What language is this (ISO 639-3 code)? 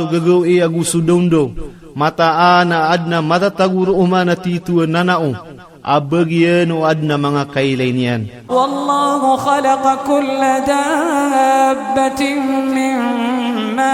mrw